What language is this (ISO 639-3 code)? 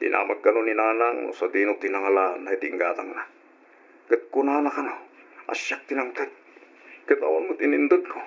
ilo